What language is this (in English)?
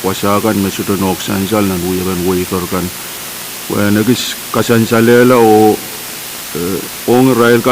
Pohnpeian